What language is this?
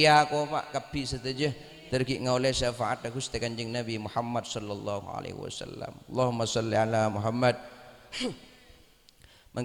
Madurese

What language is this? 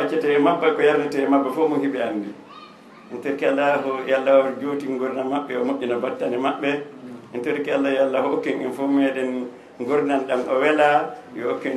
Fula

